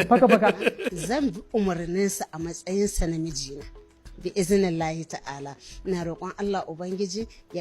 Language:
Hausa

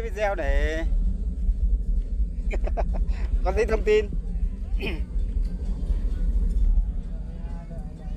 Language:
Vietnamese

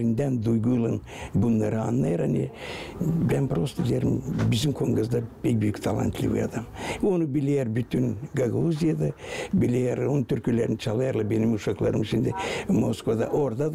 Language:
Gagauz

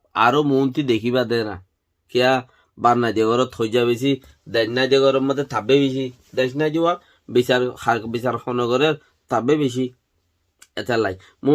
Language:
Rohingya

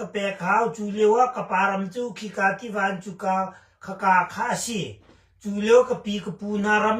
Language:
Hakha Chin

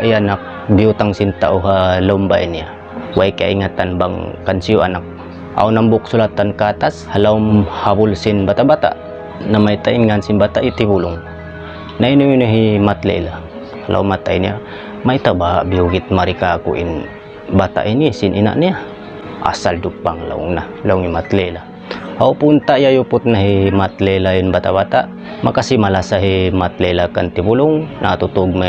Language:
Tausug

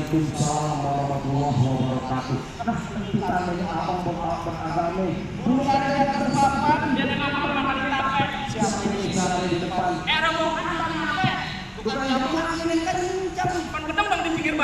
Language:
Betawi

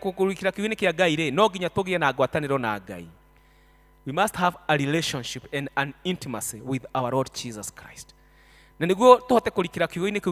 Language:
Kikuyu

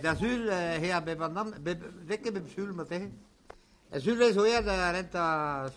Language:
Breton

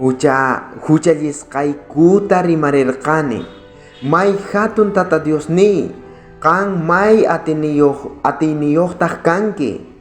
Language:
South Bolivian Quechua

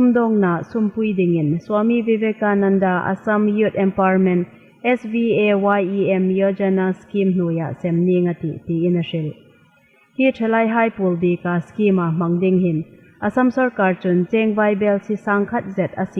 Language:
Hmar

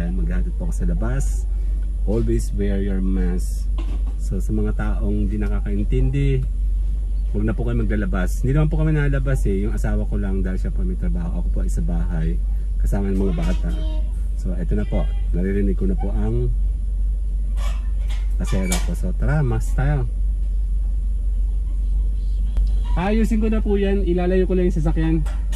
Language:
Filipino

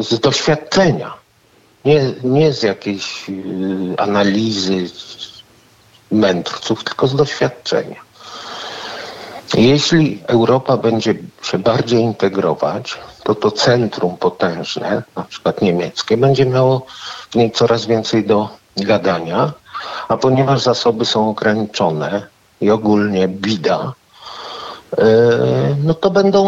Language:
Polish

